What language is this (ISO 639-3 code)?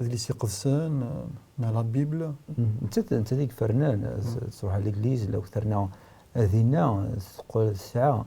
kab